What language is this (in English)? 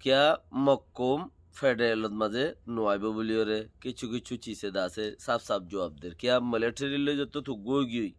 Rohingya